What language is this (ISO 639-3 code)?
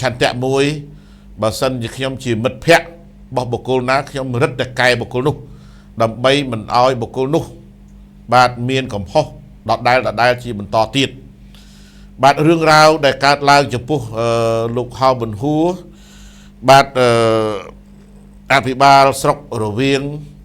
khm